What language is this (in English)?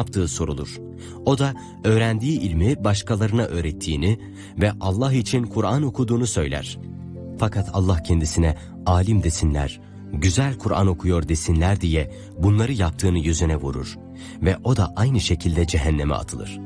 Turkish